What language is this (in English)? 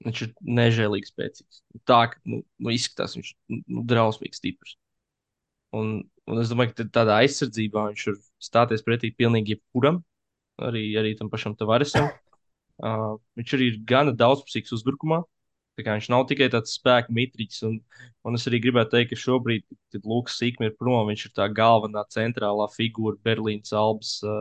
Latvian